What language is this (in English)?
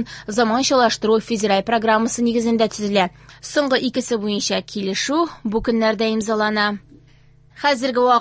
Tatar